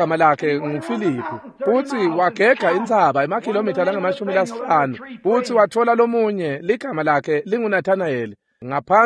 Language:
Swati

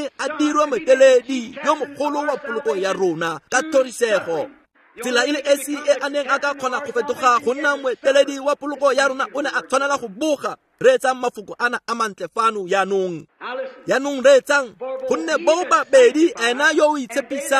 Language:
Tswana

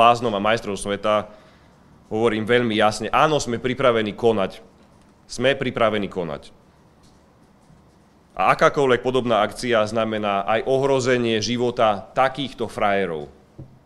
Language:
Slovak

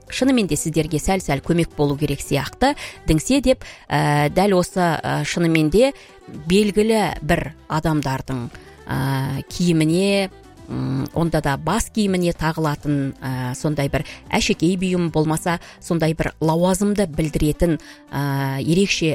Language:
Kazakh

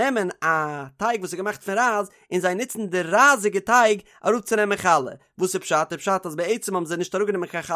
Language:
Yiddish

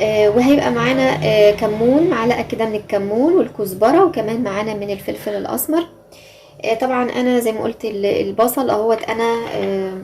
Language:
Egyptian Arabic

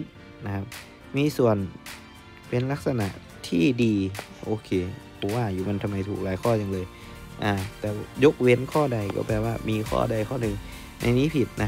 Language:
Thai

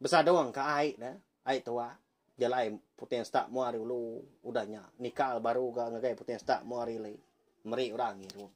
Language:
Iban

